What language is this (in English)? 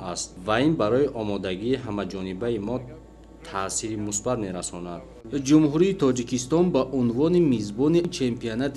Tajik